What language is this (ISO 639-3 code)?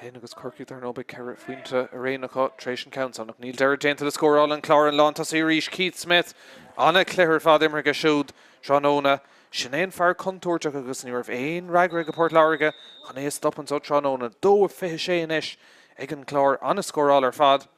gle